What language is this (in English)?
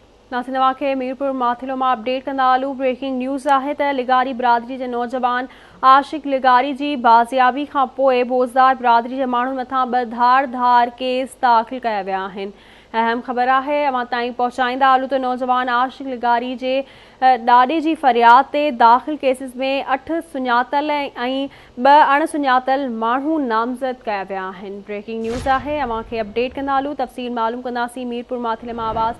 Sindhi